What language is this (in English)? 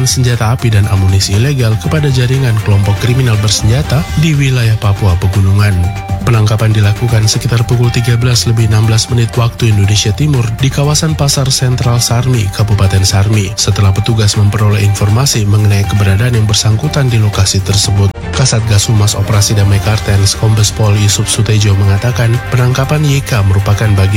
Indonesian